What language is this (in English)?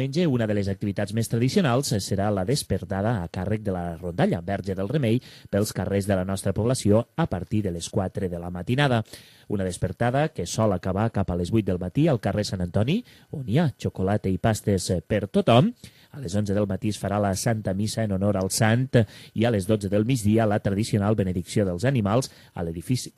Catalan